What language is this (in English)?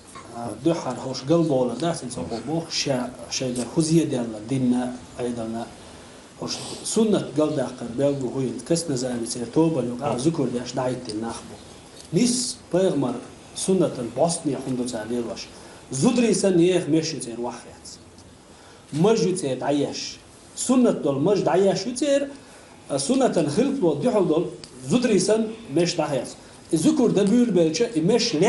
Chechen